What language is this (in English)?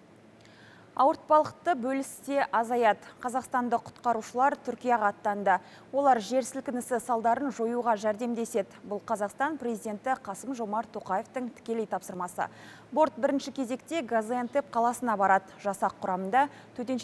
Kazakh